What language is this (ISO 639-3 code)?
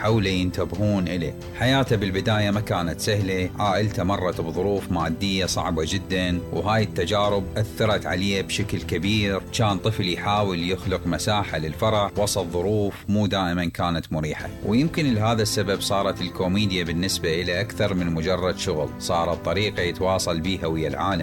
acm